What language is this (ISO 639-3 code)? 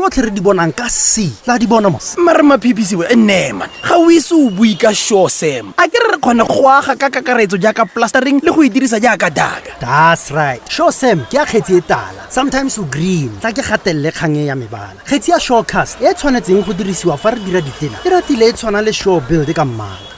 tsn